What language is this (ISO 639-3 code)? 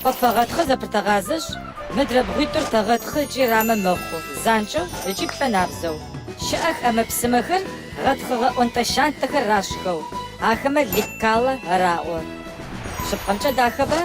ady